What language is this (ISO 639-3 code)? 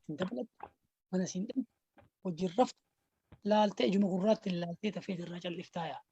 orm